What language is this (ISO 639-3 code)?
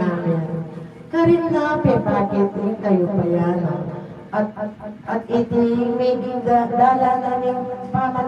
pam